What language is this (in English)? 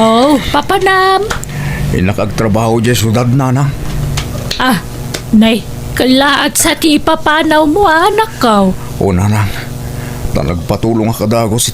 Iloko